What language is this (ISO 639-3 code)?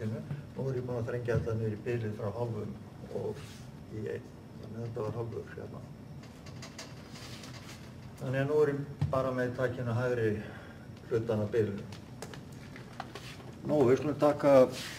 isl